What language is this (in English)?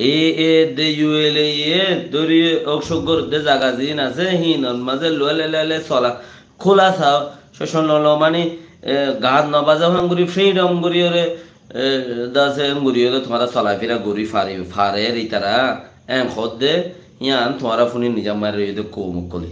Rohingya